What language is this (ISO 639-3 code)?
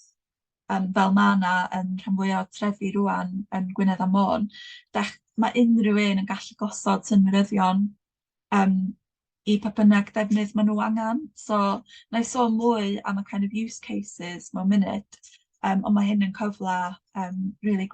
cym